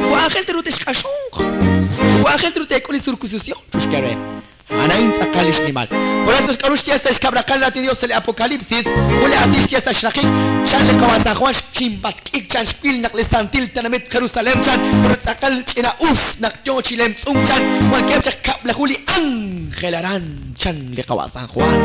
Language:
Kekchí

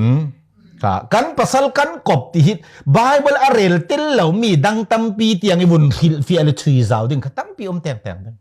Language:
Falam Chin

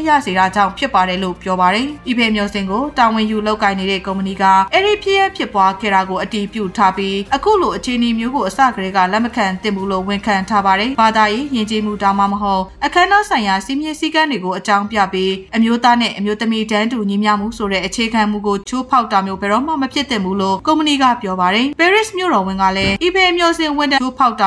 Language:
Burmese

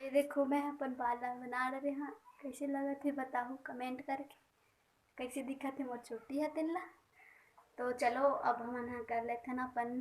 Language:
Chhattisgarhi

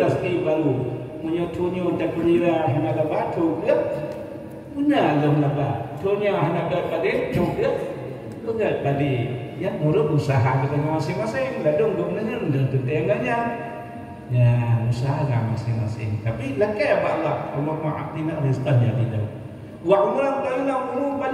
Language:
Achinese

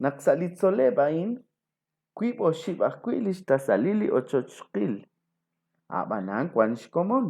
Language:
Kekchí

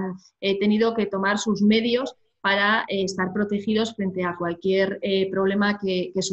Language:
Spanish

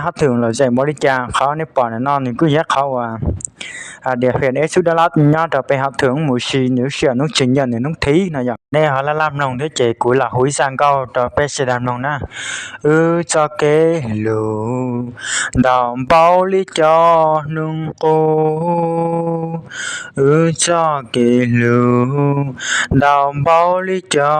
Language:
Hmong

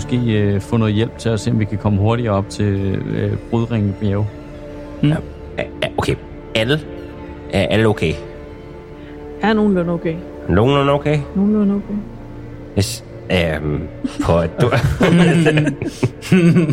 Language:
Danish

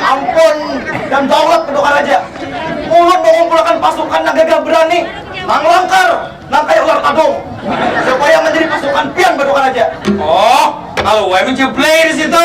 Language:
Banjar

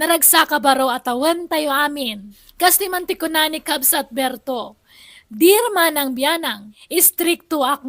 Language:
Iloko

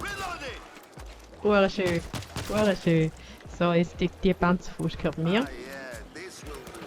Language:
Swiss German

